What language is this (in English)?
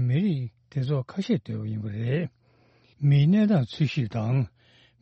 Tibetan